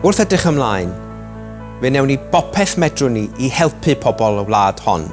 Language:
Welsh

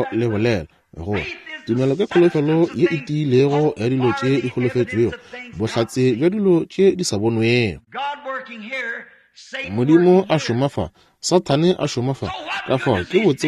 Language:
Northern Sotho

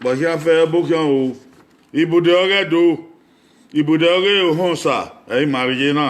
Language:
Bini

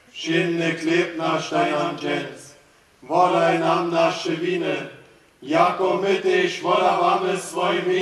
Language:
Upper Sorbian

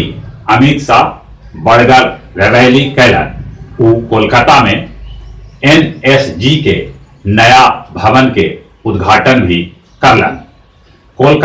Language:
Magahi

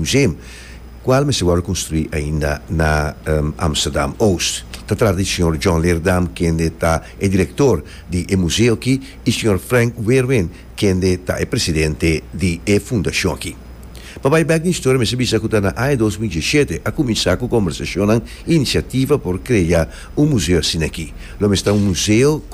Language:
Papiamento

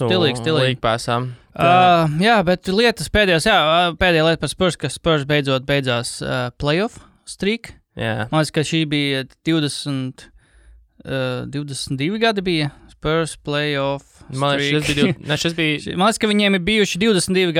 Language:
Latvian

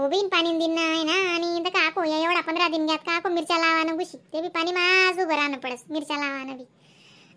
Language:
Khandesi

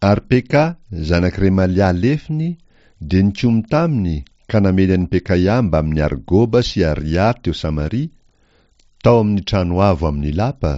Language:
Malagasy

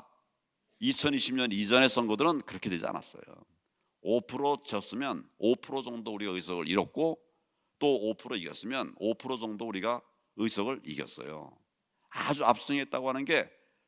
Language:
Korean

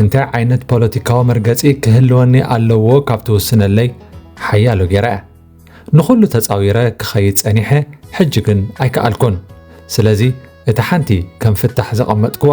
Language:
Tigrinya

